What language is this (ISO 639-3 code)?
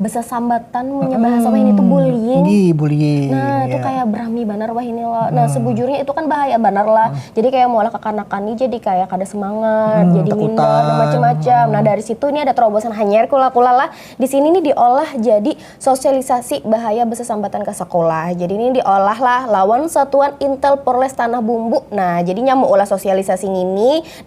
bjn